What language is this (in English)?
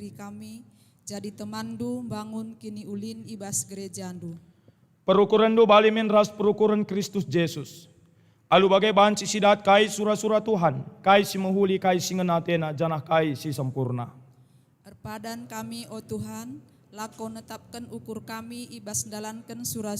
Batak Karo